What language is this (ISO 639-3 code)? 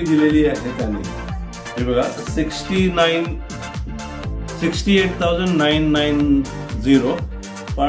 mar